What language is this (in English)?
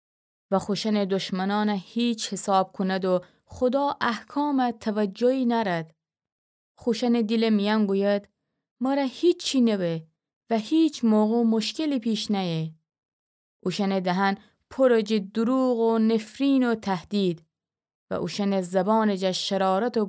Gilaki